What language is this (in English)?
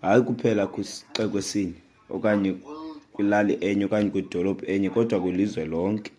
Xhosa